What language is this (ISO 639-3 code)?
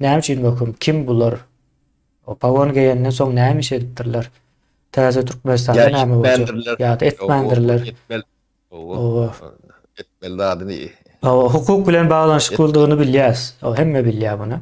tuk